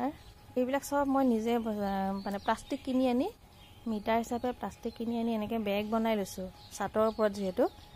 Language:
Assamese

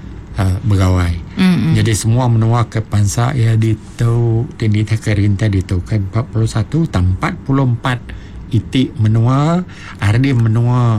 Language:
Iban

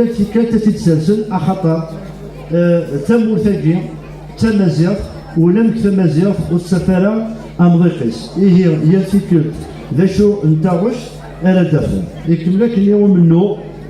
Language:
Kabyle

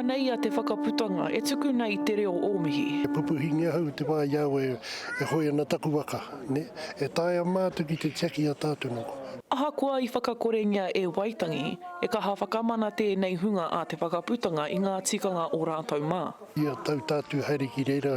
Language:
Māori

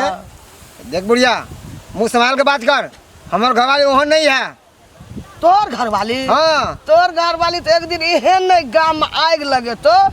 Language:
Maithili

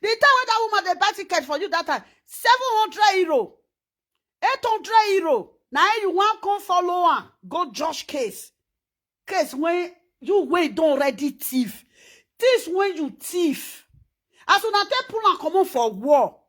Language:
Nigerian Pidgin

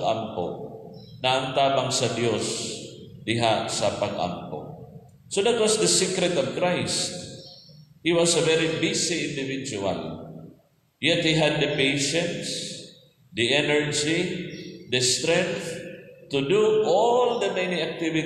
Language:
Cebuano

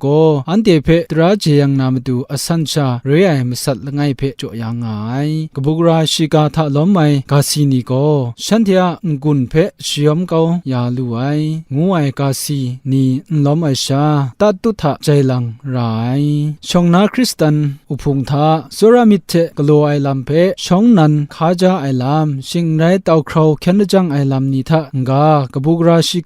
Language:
Kachin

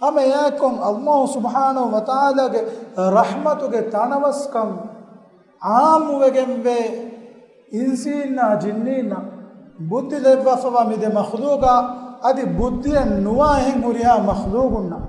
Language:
Divehi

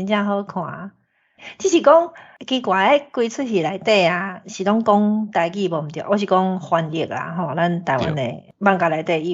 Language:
Min Nan Chinese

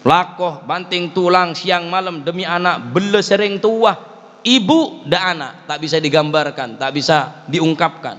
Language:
Madurese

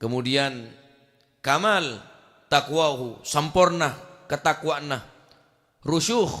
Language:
Madurese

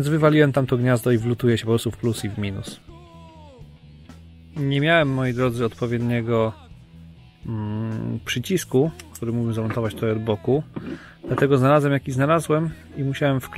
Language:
Polish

